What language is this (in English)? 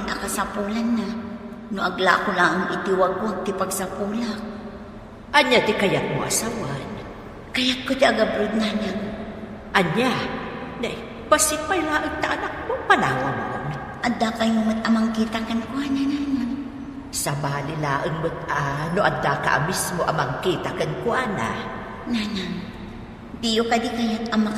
Iloko